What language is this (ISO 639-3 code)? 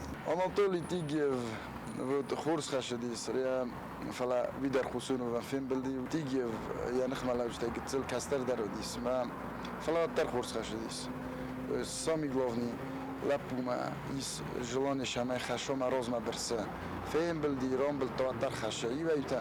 oss